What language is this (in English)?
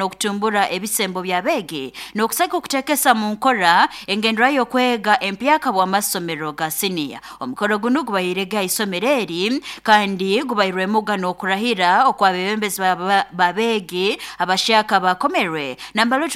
Nyoro